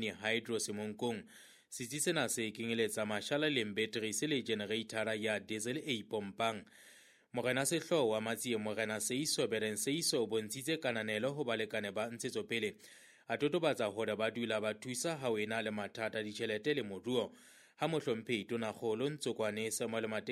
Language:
Southern Sotho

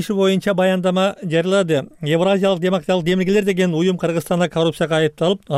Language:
Kyrgyz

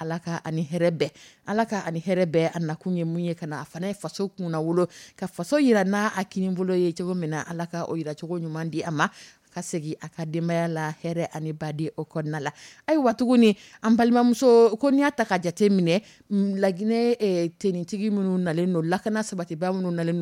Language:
Dyula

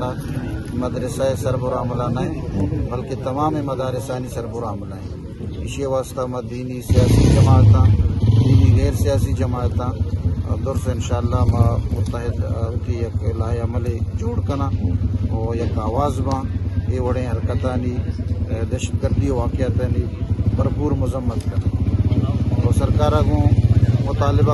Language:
Eastern Balochi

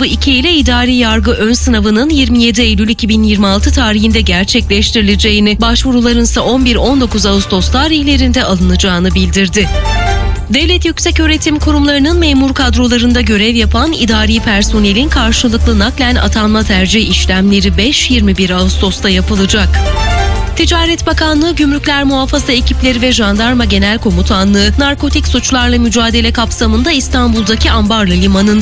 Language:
Turkish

